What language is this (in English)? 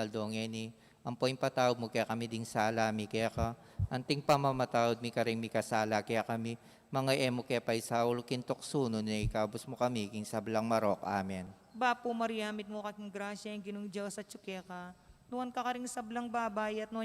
Pampanga